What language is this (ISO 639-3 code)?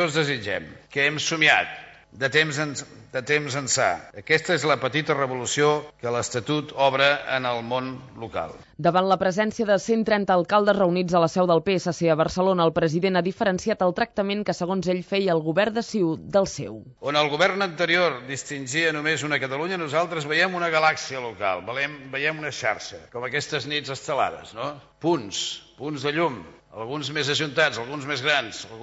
cat